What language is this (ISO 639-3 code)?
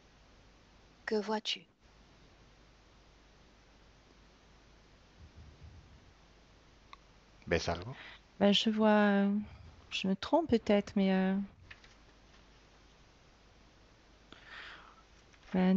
fra